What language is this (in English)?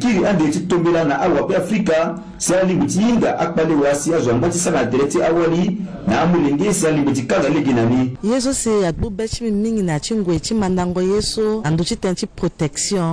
Sango